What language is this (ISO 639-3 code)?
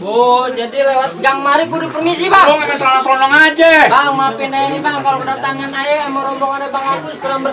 bew